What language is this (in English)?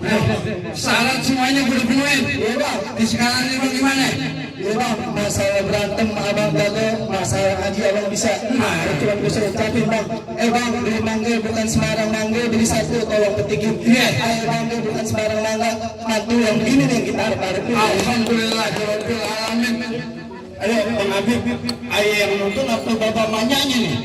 Betawi